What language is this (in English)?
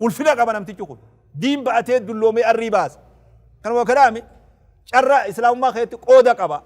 Oromo